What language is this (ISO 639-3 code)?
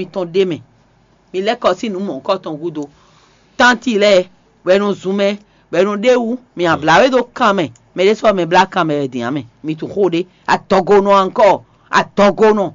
fon